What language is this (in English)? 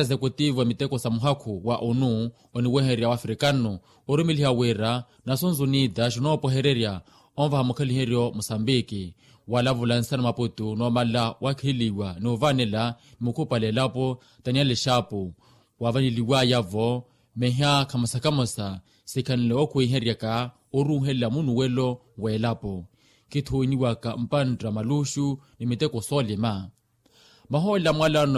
Makhuwa